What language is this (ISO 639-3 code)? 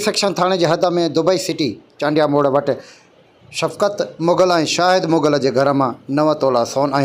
snd